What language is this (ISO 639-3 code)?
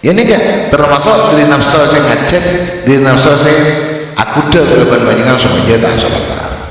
mad